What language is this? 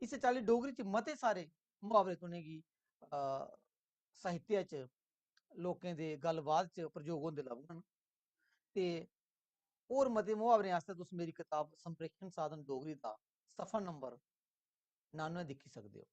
Dogri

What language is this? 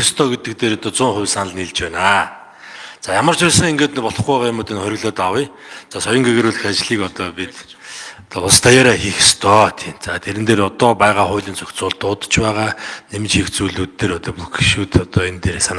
Mongolian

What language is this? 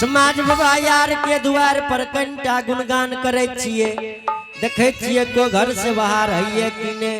Angika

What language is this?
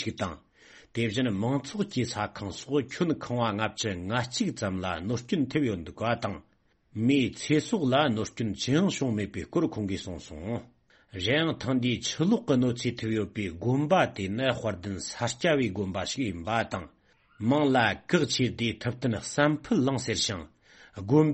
Tibetan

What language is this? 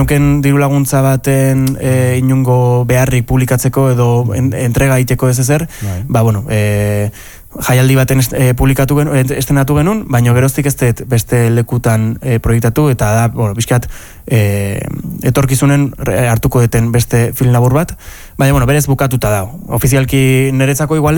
Basque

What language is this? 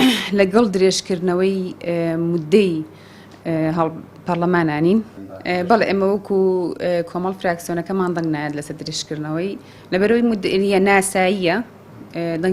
Central Kurdish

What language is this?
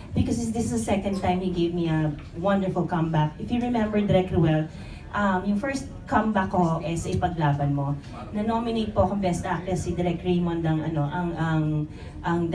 Filipino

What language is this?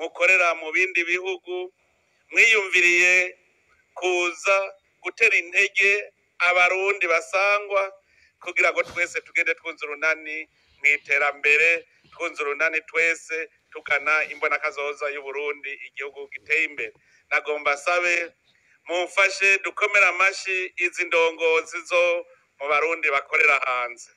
Rundi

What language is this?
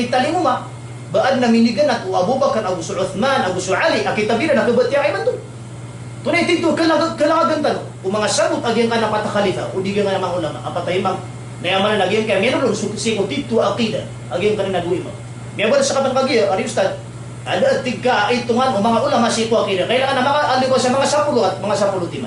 Maranao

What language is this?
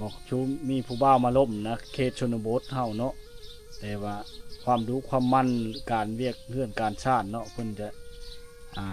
Lao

